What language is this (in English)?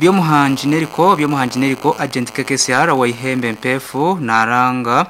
Nyankole